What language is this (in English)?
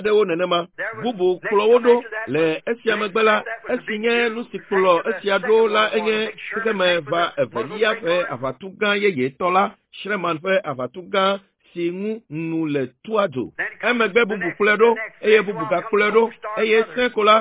Ewe